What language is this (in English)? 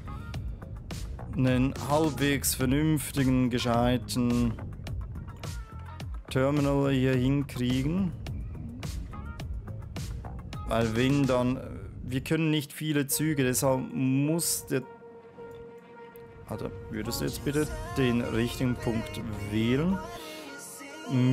German